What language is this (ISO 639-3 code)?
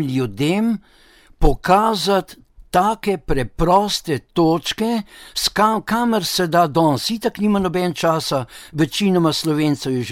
slv